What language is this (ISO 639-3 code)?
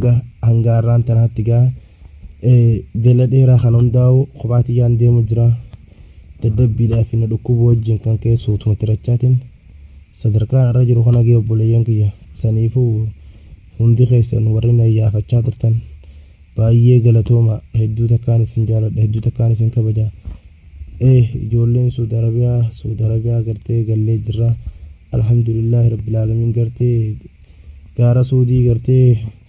orm